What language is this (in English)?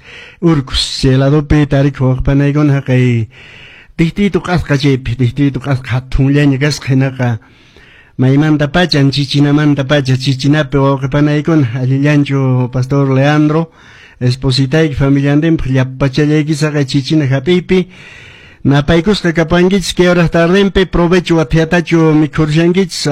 Quechua